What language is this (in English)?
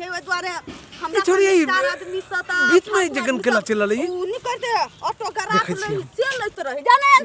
Maithili